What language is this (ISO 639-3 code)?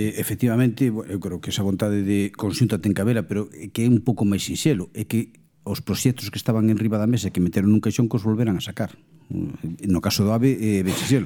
glg